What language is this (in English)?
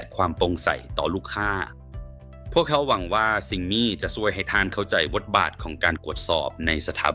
Lao